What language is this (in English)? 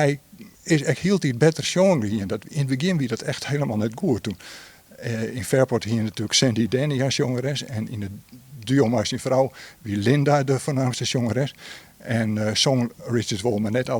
Western Frisian